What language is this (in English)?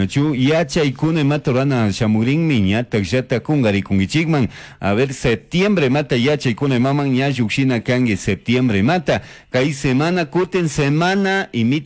Chimborazo Highland Quichua